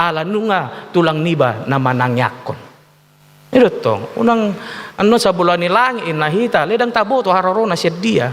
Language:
Batak Toba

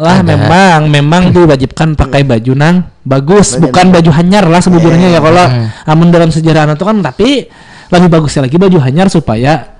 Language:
Banjar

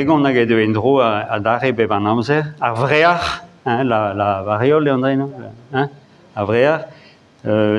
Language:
Breton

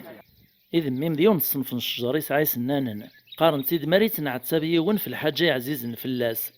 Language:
Kabyle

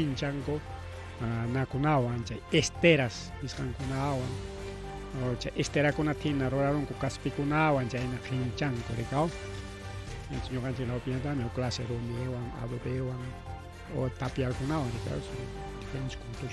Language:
Ayacucho Quechua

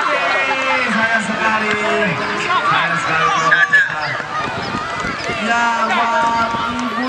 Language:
Indonesian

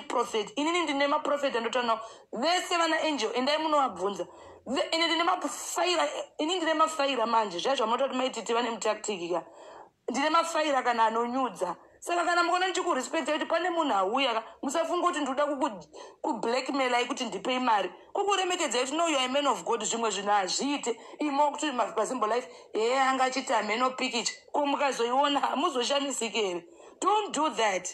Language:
Shona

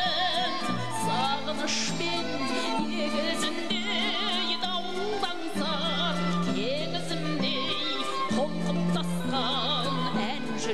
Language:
Kazakh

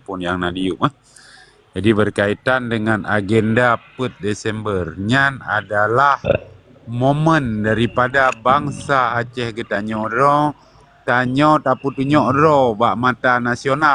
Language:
Achinese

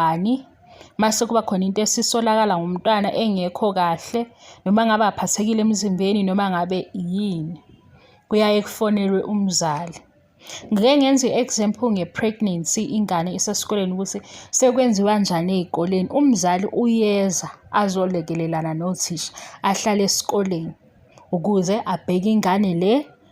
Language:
Zulu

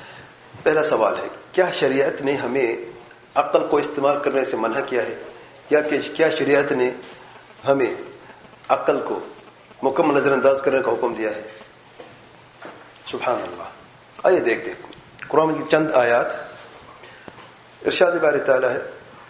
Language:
Urdu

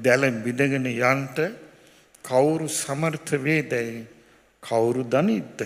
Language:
Sinhala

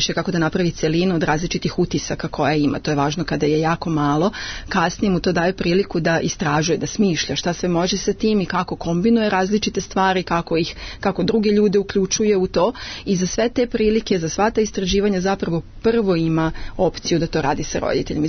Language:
Serbian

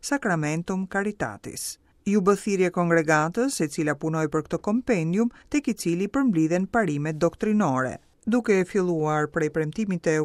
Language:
Albanian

